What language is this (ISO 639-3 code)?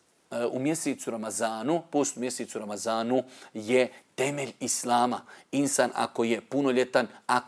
bos